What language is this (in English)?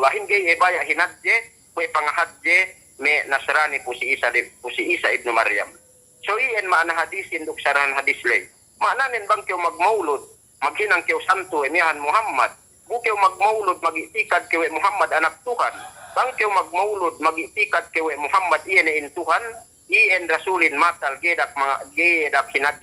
Yakan